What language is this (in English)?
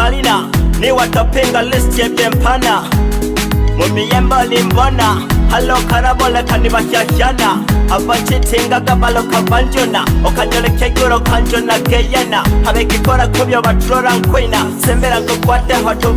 Nyoro